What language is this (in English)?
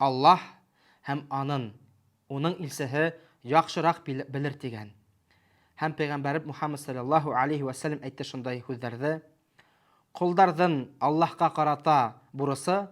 Bashkir